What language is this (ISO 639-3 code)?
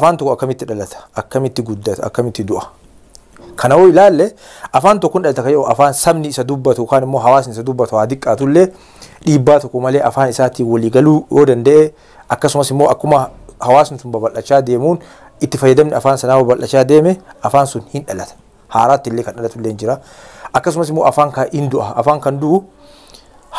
orm